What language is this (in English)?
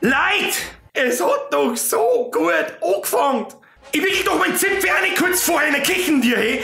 Bavarian